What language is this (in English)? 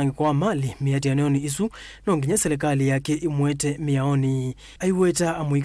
Kamba